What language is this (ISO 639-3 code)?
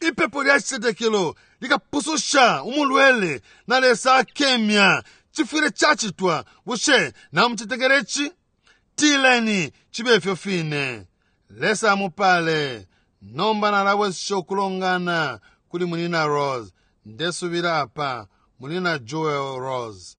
bem